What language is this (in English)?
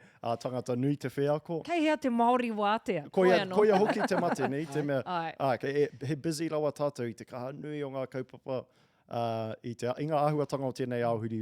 Māori